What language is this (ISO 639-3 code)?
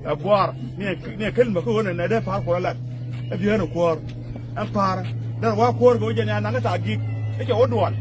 nus